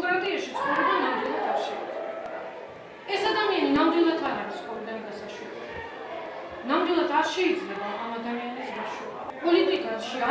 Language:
Georgian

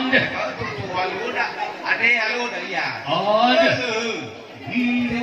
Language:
Nias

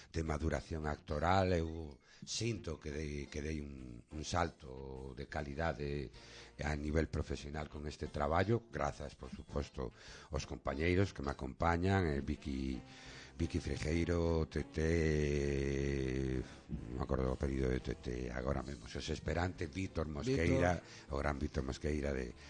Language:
Galician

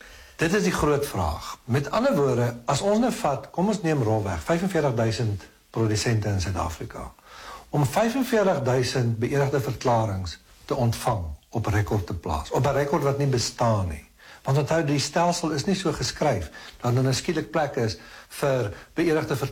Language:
Afrikaans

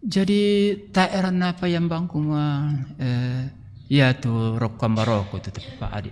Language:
Toraja-Sa'dan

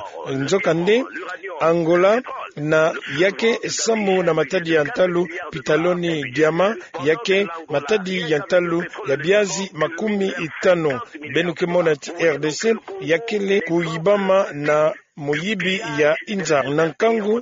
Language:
Kituba (Democratic Republic of Congo)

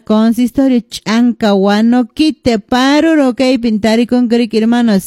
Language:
Quechua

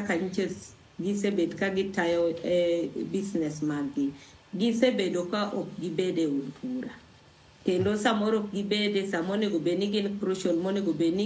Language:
Luo (Kenya and Tanzania)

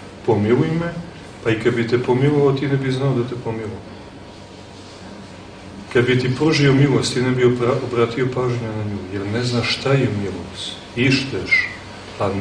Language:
Serbian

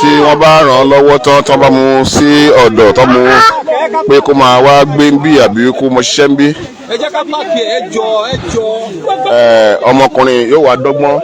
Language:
Yoruba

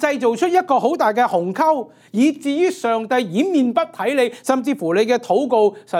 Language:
Cantonese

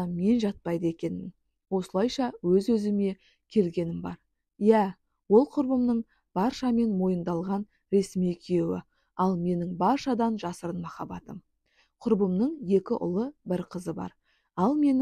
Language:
Kazakh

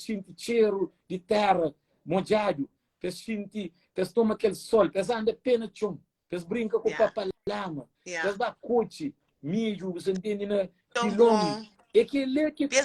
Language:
Kabuverdianu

